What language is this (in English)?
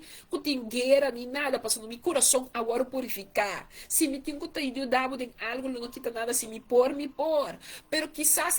Papiamento